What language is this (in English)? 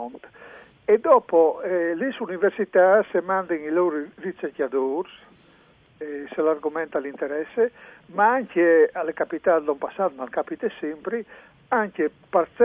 Friulian